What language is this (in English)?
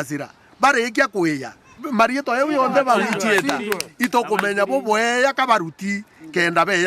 Meru